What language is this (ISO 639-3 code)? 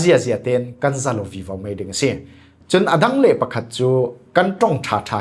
cfm